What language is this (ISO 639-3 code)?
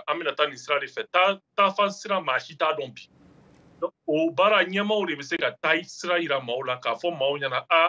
bam